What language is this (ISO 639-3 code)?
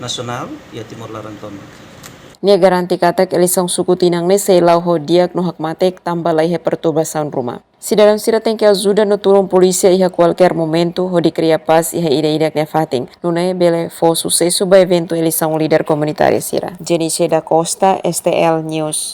tet